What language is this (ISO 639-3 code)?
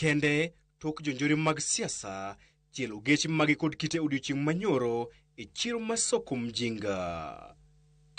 luo